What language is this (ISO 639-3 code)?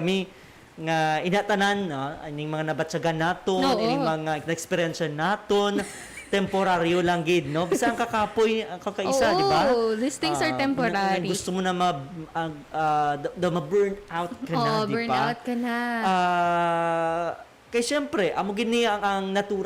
hil